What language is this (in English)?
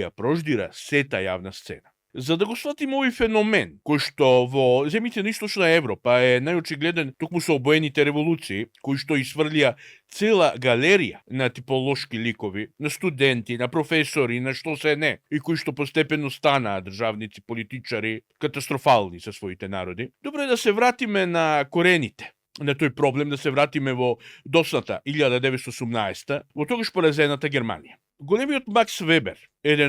Macedonian